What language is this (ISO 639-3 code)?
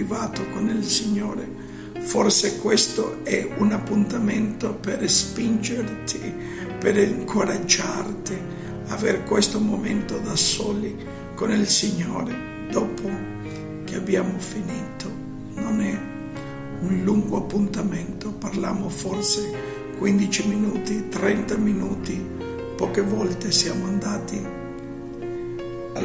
ita